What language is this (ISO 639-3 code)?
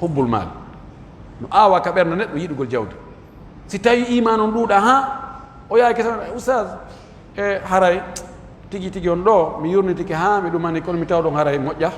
fuf